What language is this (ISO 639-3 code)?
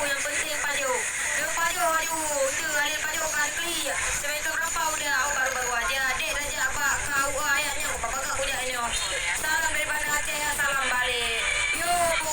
ace